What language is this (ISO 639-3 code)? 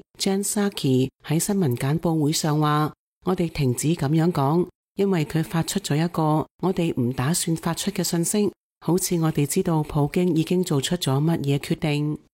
yue